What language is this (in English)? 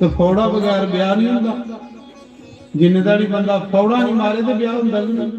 Dogri